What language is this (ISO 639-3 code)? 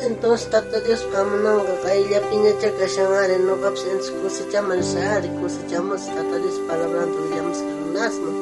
quh